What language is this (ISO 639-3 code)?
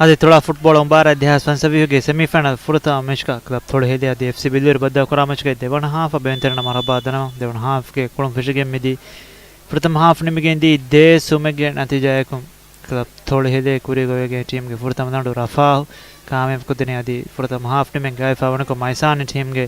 div